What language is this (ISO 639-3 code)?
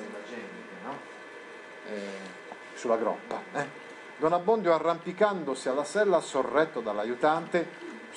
ita